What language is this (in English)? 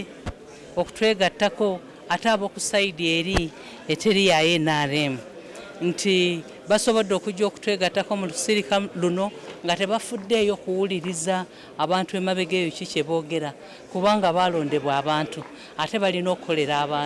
Ganda